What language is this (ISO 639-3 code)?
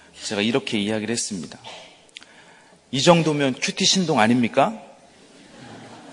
kor